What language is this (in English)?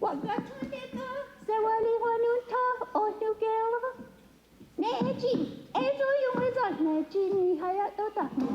Mohawk